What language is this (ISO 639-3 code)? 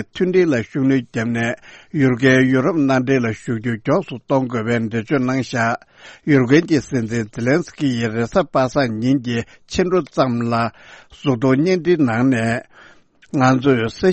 bod